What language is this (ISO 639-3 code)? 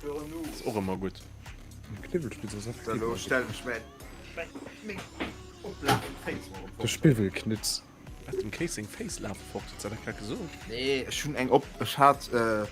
ltz